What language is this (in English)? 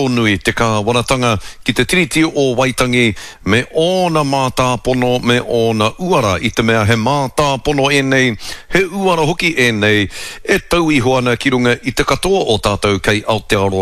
Māori